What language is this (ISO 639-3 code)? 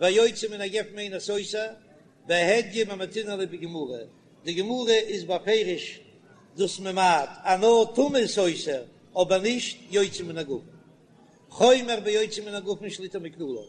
yid